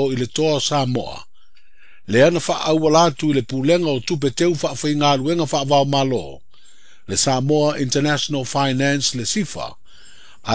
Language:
Samoan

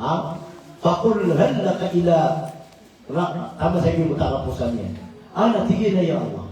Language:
Maranao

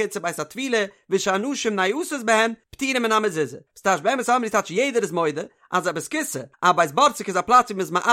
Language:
Yiddish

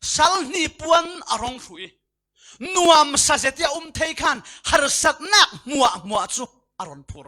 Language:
Falam Chin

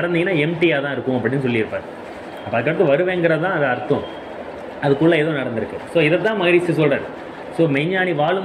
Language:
Tamil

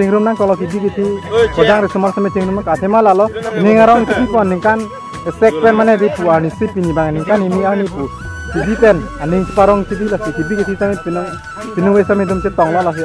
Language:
Karbi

